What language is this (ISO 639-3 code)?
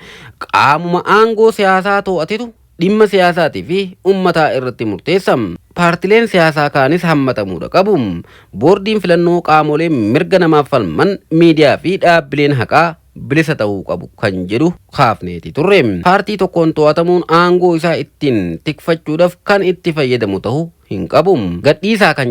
orm